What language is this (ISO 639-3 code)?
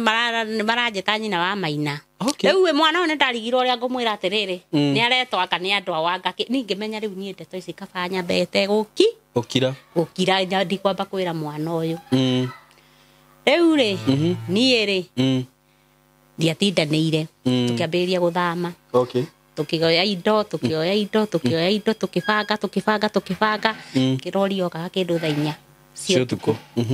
kik